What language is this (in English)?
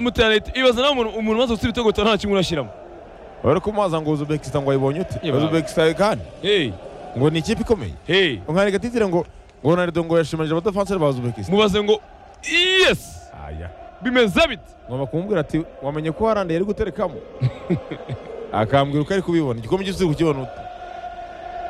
Kinyarwanda